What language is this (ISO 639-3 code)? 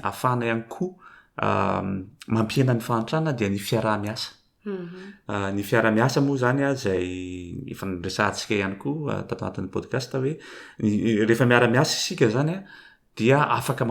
mlg